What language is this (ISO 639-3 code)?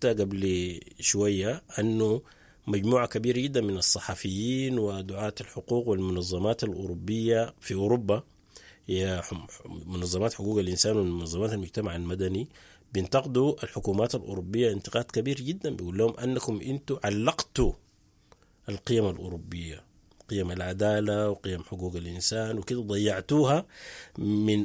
apd